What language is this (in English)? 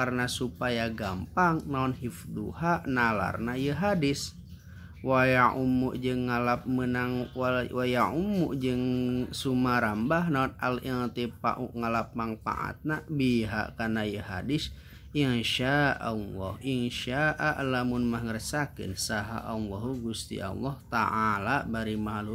Sundanese